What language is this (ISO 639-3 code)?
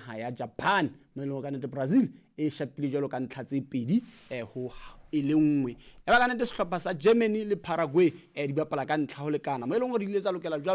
sot